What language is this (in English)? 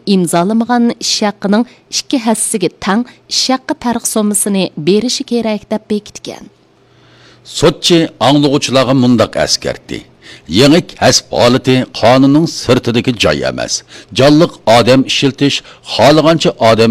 Uyghur